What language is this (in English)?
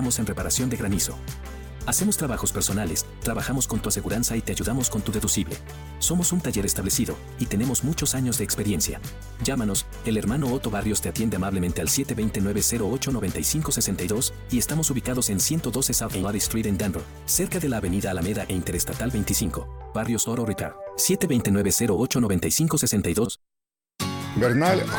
Spanish